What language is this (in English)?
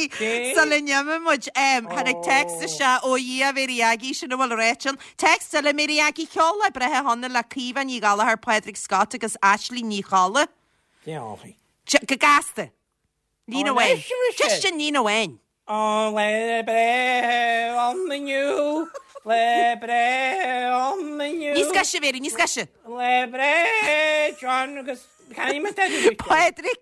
Irish